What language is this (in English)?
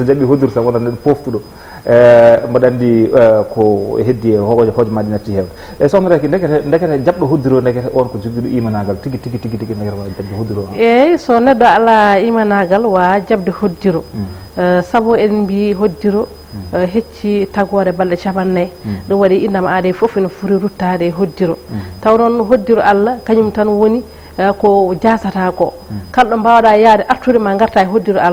Fula